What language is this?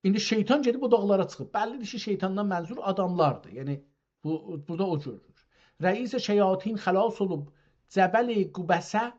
South Azerbaijani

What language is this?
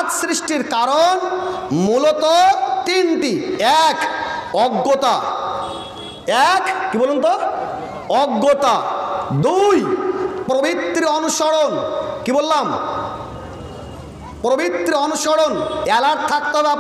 Bangla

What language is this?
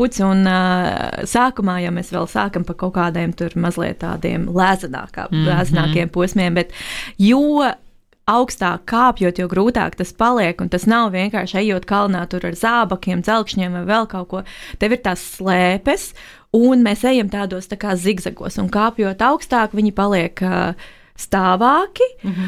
Latvian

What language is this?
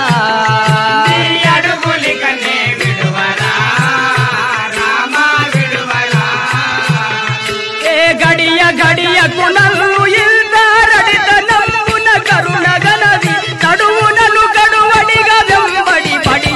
Telugu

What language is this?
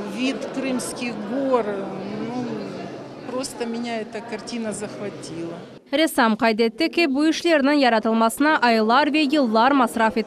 Crimean Tatar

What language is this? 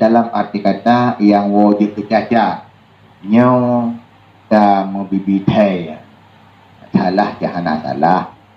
Achinese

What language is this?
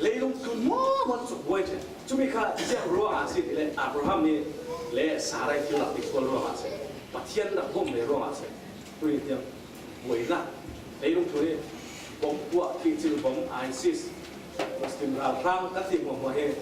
Falam Chin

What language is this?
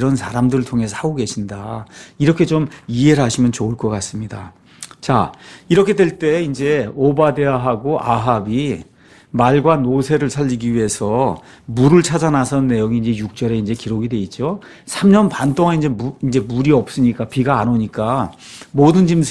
Korean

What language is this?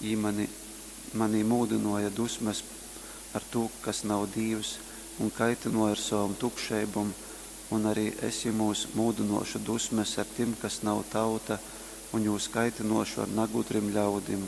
Latgalian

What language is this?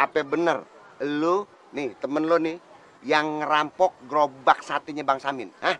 Betawi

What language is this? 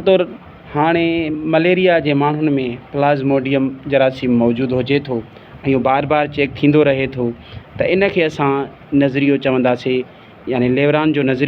Sindhi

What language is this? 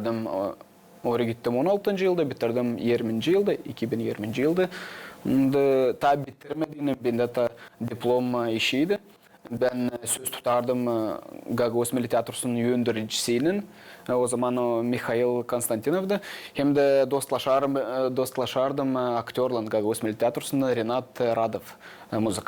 Gagauz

